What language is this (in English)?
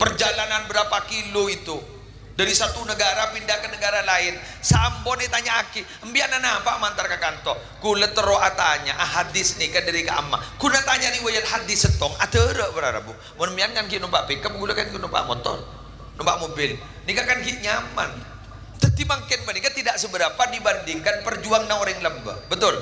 Madurese